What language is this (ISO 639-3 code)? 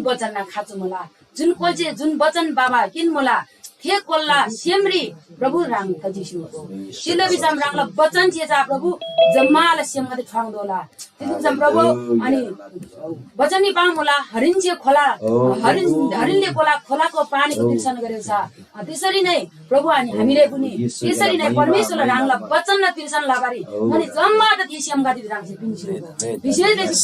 taj